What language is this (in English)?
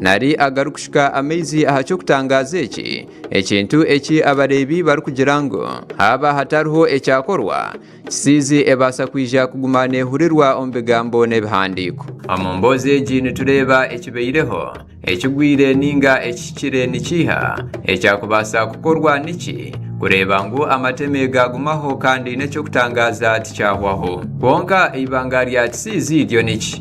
Nyankole